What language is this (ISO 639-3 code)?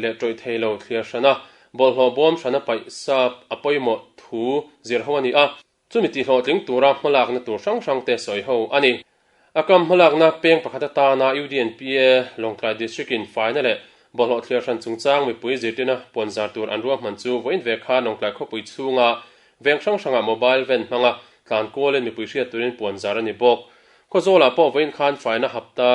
lus